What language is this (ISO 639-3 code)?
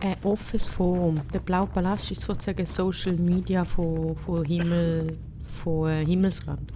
gsw